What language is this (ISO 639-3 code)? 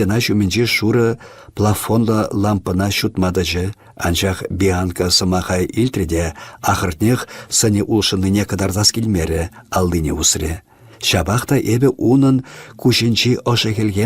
chv